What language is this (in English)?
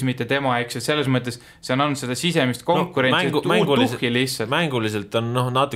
Estonian